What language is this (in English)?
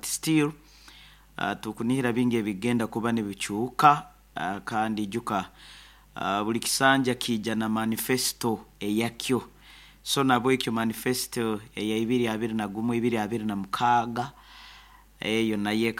Nyoro